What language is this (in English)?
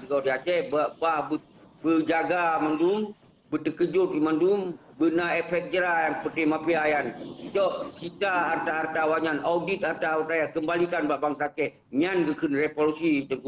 Achinese